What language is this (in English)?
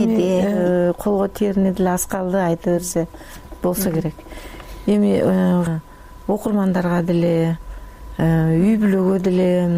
Kyrgyz